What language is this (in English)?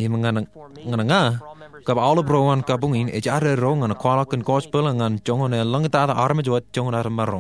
Marshallese